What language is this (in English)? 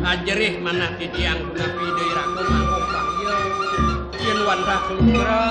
Balinese